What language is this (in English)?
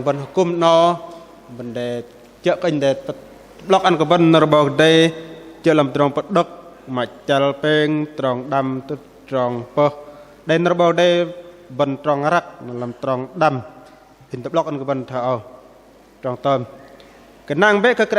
Bahnar